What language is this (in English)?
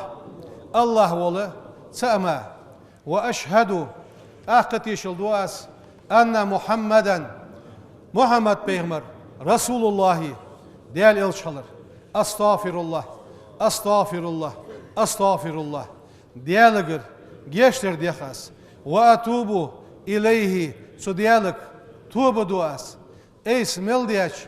Ingush